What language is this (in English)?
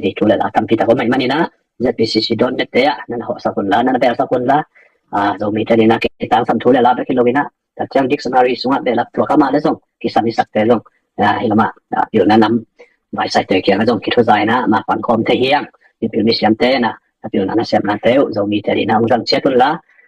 Tedim Chin